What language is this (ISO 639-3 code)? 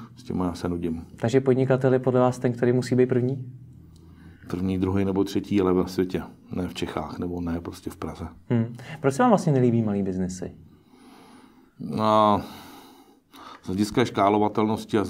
ces